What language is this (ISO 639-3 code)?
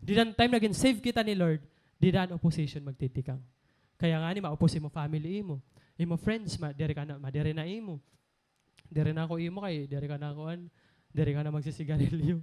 war